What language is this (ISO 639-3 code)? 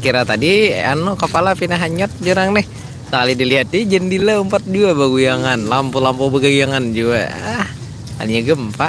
bjn